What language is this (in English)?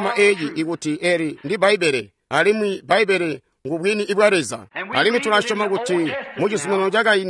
Tonga (Zambia)